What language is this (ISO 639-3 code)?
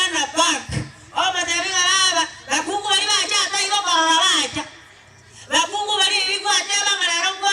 guz